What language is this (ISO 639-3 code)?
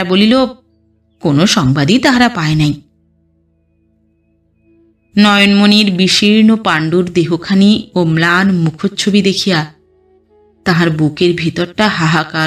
ben